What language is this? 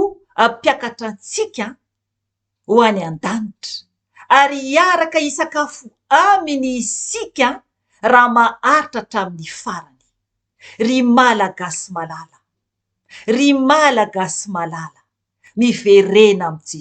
Malagasy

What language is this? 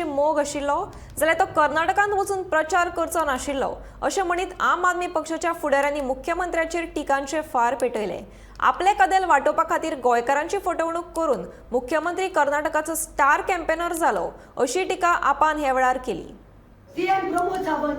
Konkani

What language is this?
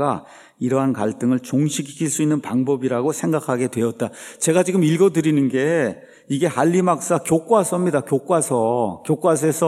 Korean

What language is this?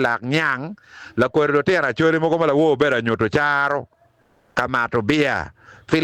Acoli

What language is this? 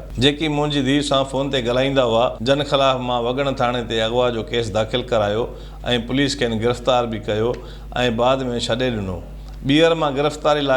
Sindhi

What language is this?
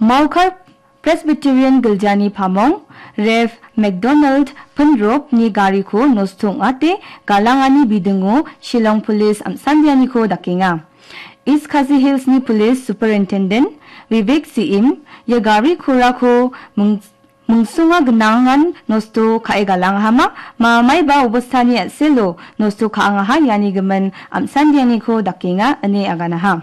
Garo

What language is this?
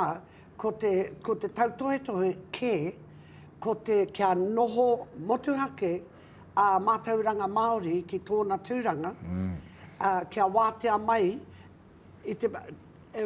Māori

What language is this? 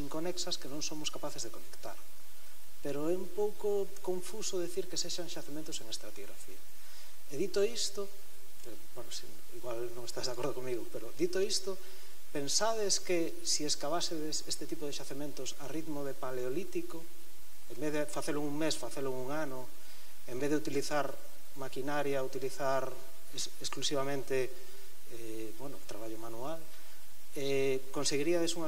Galician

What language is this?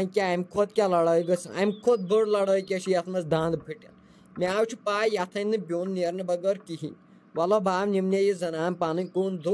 Kashmiri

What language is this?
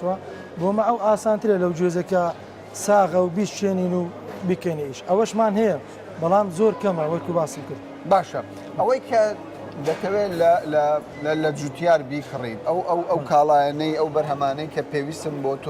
Central Kurdish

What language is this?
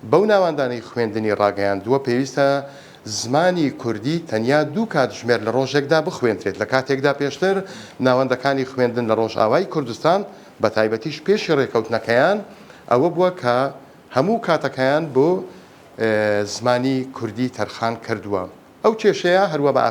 Central Kurdish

